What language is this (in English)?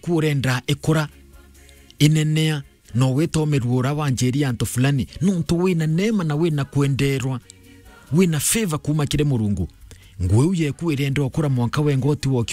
Meru